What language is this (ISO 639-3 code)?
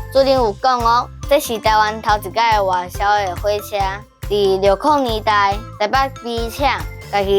nan